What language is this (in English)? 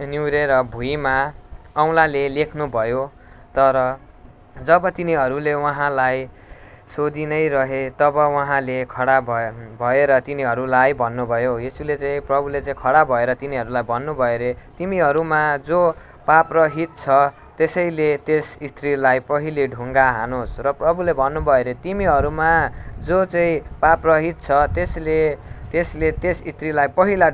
Nepali